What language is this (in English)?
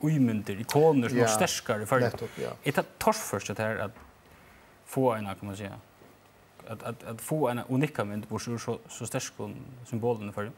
Faroese